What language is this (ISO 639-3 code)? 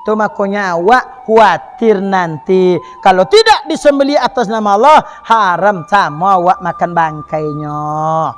min